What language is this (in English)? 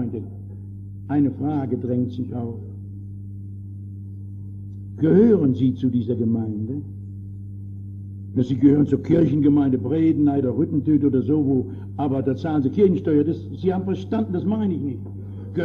German